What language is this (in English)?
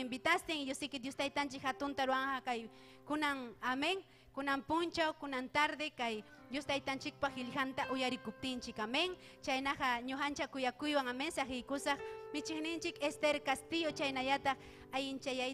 Ayacucho Quechua